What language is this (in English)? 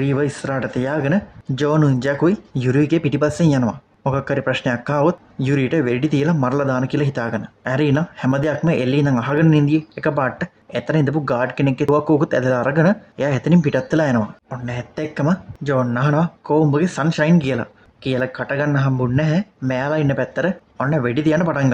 Sinhala